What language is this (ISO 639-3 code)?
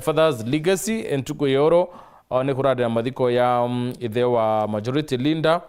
mer